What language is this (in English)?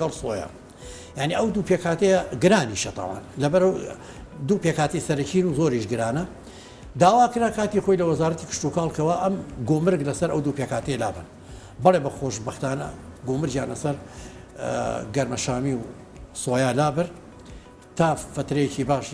Central Kurdish